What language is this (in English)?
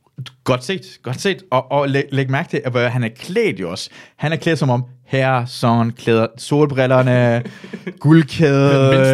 Danish